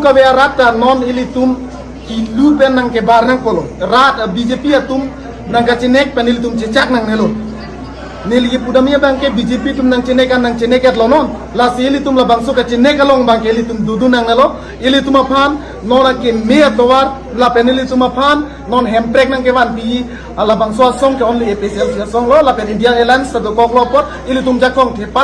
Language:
Karbi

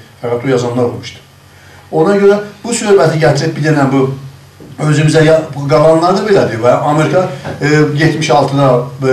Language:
South Azerbaijani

